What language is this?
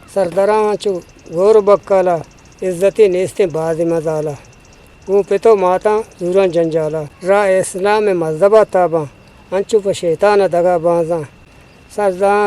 Eastern Balochi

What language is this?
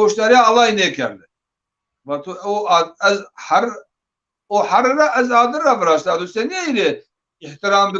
Zaza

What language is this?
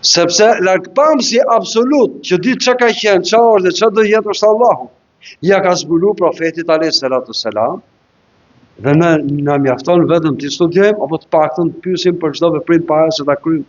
Albanian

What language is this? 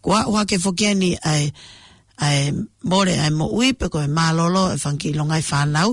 Tongan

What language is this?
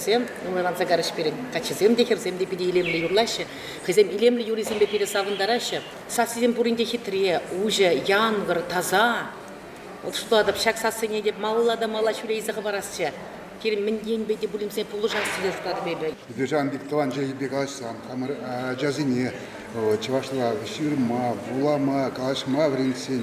Chuvash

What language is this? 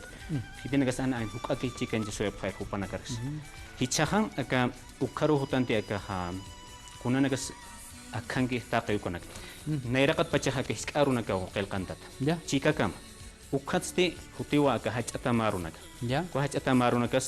Aymara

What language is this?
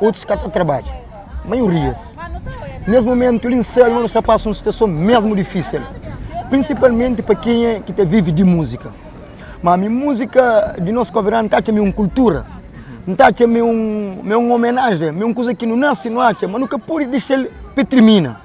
Kabuverdianu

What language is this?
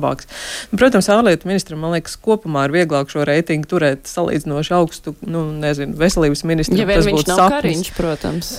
Latvian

